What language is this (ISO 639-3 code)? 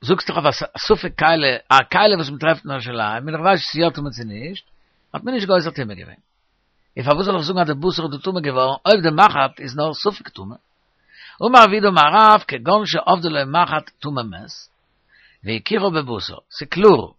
yid